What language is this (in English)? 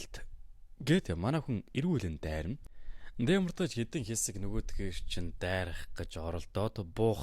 Mongolian